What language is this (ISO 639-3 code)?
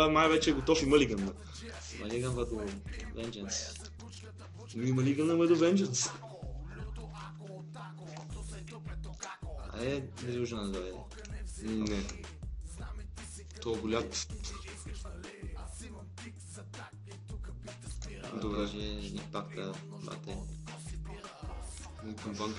bul